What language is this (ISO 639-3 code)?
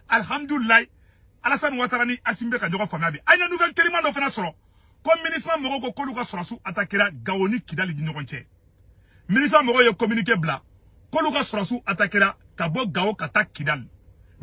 bam